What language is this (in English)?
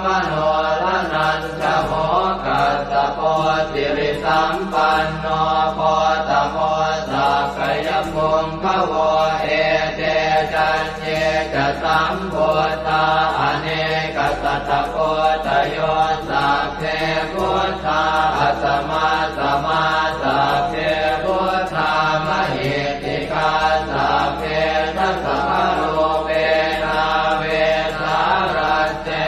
Pali